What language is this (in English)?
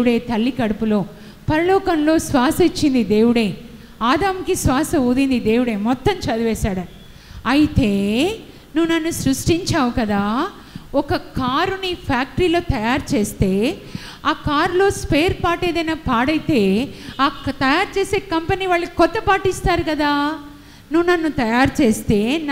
Telugu